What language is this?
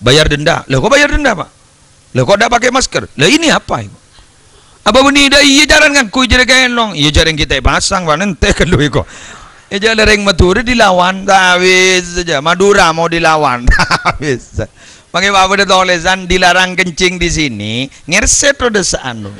Madurese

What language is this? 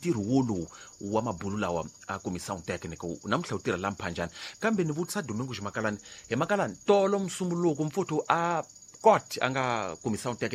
Tsonga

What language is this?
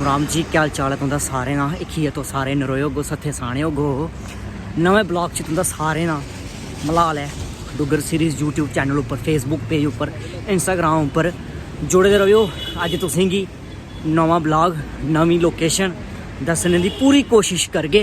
Dogri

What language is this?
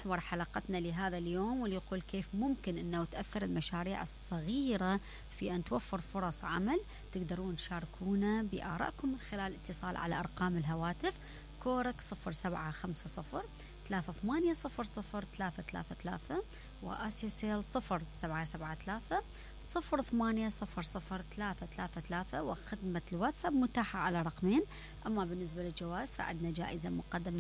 Mesopotamian Arabic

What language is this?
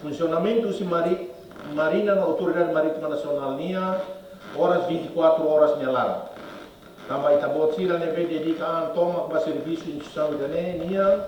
Tetum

